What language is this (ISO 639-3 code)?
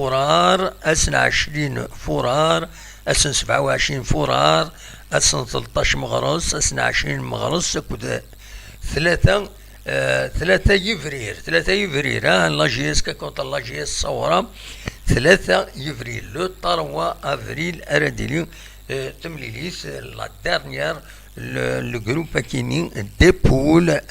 kab